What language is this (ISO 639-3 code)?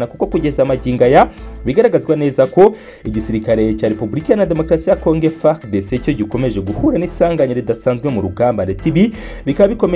kin